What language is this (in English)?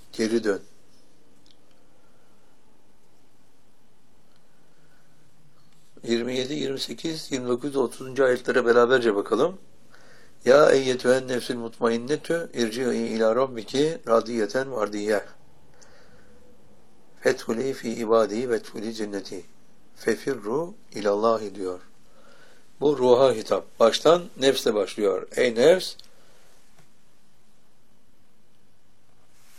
Turkish